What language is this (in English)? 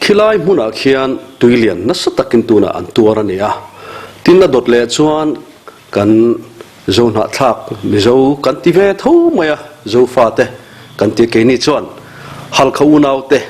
Mizo